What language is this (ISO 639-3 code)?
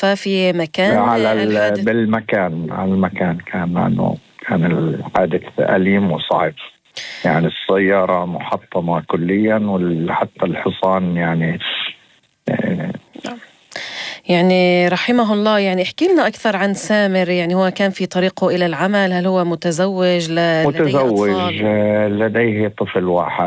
apc